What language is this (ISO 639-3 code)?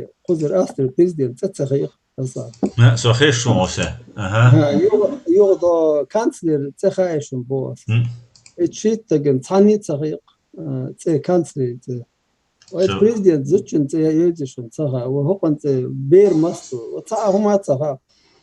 che